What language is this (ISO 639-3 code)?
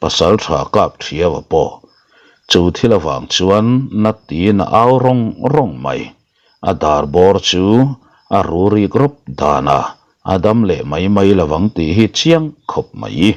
lus